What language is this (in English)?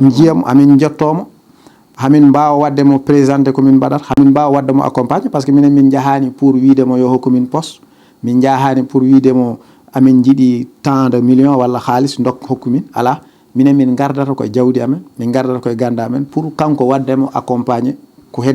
Fula